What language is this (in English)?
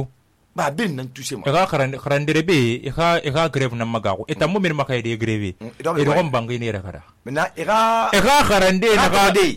Susu